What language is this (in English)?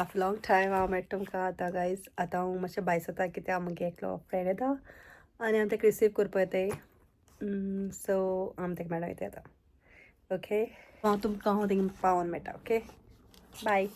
Konkani